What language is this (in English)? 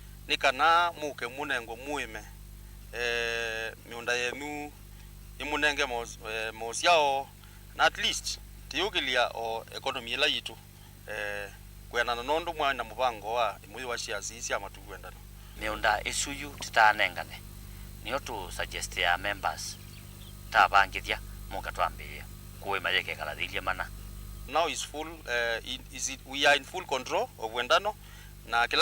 Kamba